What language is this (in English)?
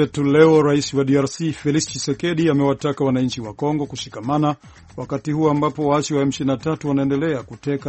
Swahili